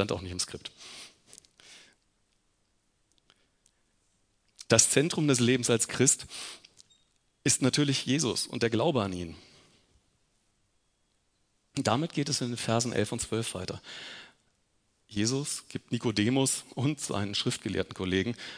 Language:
German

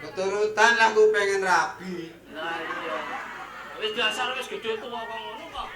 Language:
Javanese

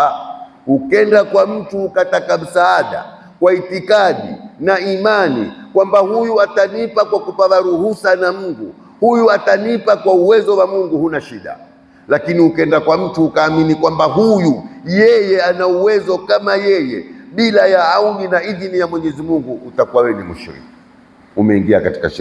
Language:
Swahili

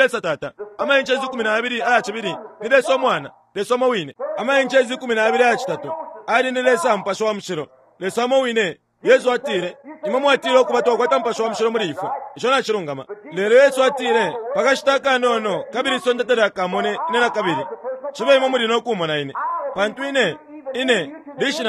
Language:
Bemba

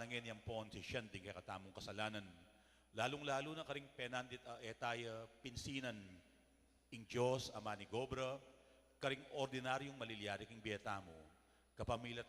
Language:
Pampanga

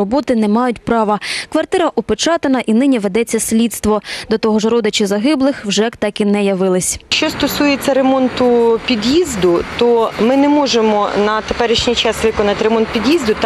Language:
Ukrainian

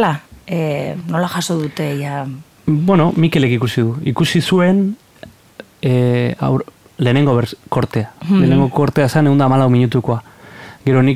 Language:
Basque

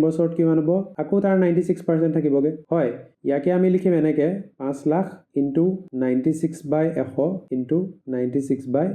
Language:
Assamese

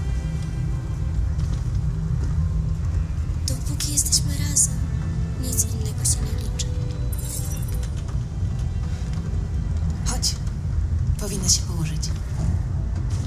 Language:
Polish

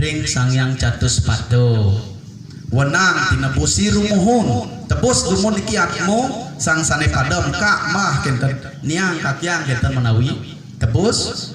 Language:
Balinese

